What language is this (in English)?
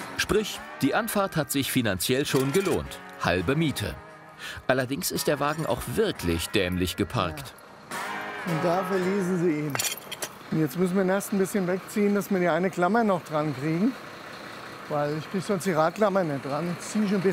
German